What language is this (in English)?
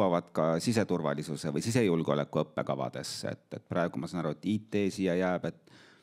Estonian